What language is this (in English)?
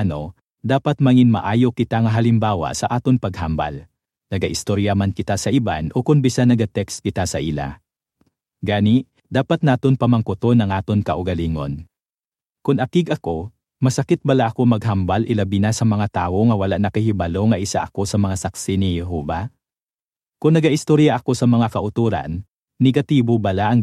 Hiligaynon